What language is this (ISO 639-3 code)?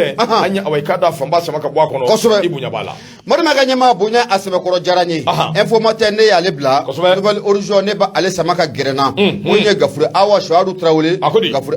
bam